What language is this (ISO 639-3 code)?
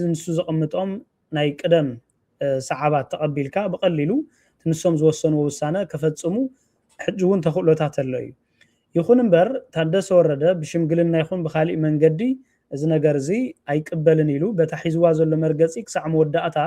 tir